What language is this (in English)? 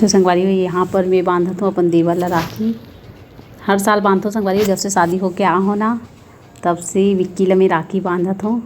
Chhattisgarhi